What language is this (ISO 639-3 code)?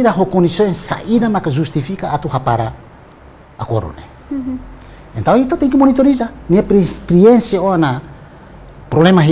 tet